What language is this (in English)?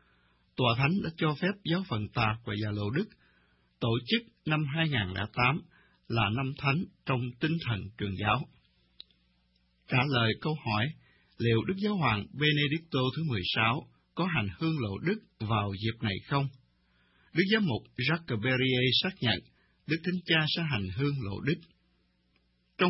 Vietnamese